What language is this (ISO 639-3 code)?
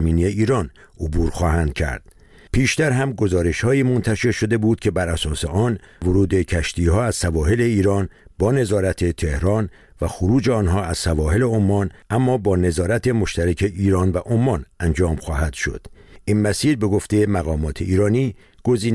fas